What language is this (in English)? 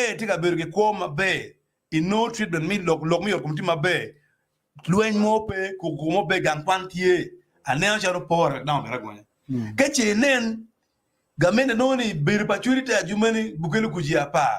Acoli